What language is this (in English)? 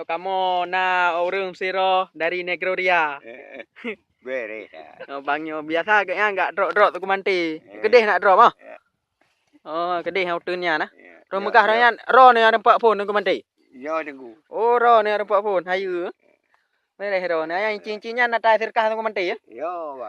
Achinese